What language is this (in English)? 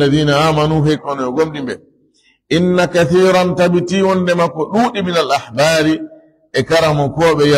Fula